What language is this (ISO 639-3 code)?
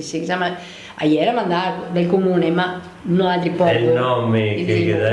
vec